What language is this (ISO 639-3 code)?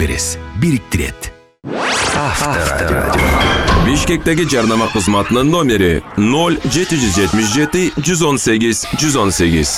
kir